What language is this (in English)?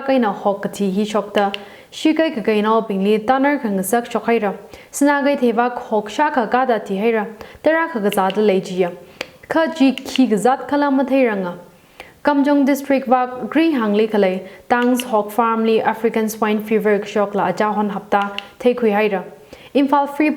Tangkhul Naga (India)